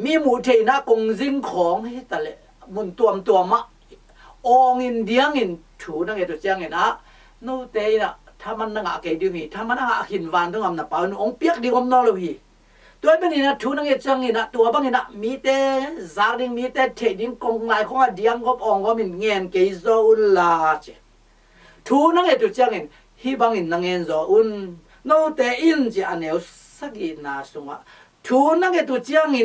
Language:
Tedim Chin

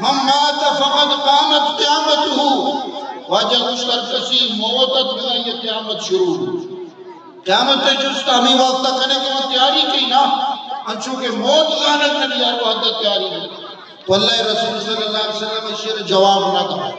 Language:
Eastern Balochi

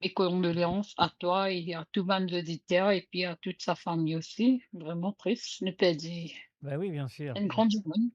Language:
Morisyen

